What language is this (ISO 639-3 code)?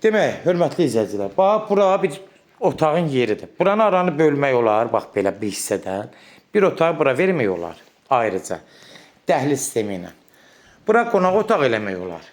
aze